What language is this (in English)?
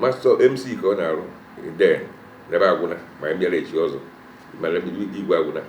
Igbo